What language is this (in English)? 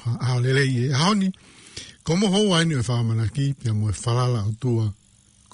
Tongan